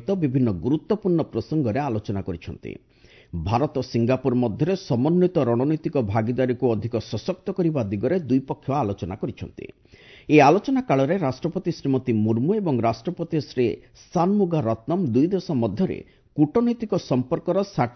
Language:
Odia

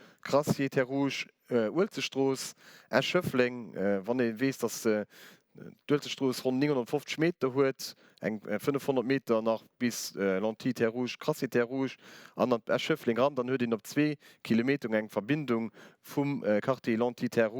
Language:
Luxembourgish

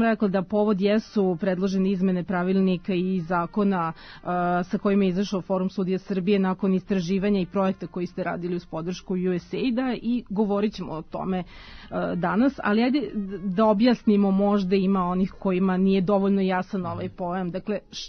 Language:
Serbian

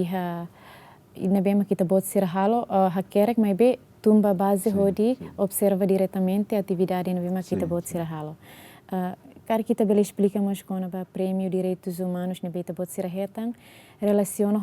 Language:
Tetum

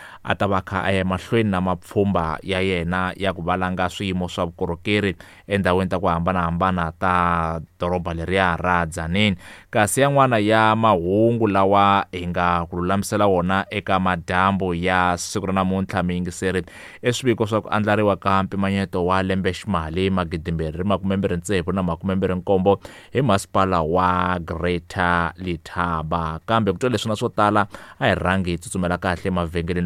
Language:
Tsonga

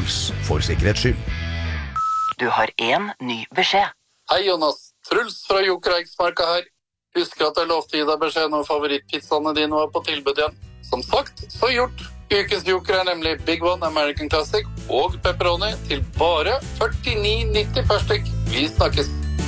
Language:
Norwegian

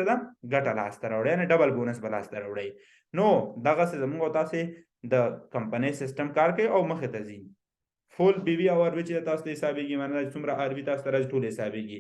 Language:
Pashto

